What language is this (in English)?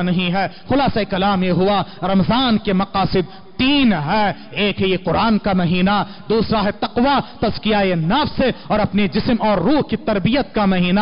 Urdu